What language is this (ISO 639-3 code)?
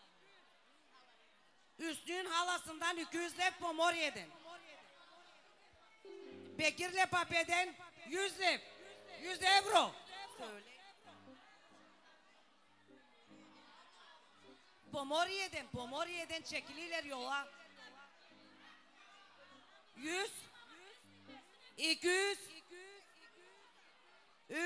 tur